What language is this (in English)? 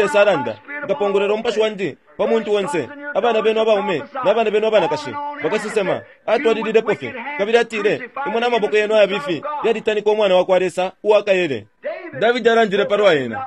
Bemba